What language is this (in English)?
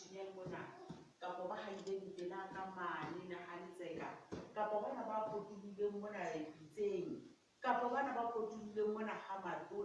Southern Sotho